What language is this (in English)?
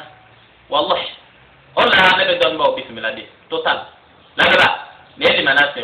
Bambara